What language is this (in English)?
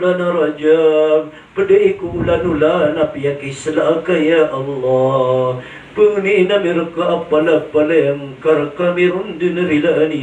Maranao